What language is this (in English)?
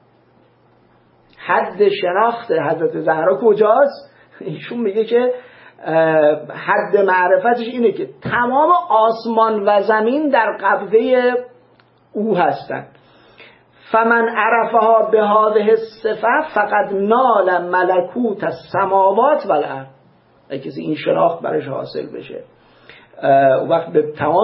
Persian